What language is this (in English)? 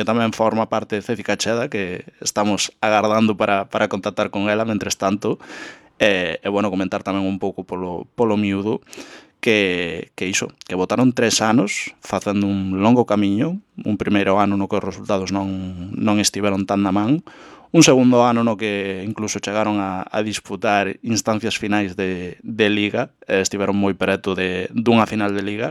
Galician